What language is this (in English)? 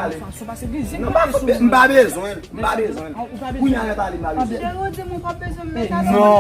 Haitian Creole